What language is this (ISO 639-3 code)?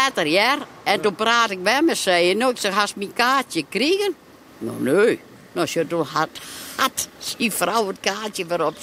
fry